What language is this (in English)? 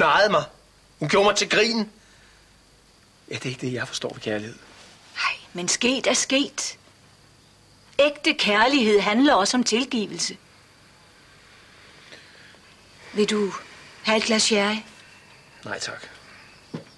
Danish